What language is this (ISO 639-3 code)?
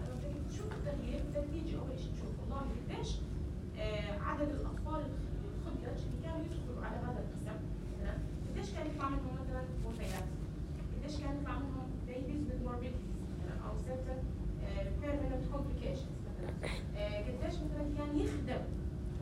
apc